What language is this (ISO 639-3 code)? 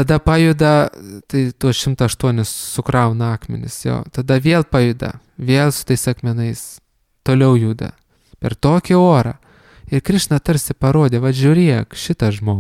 lit